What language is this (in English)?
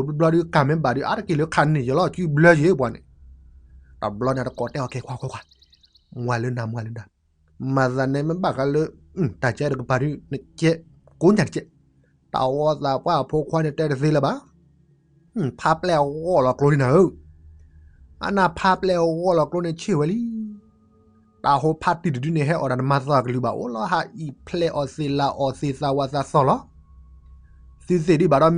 S'gaw Karen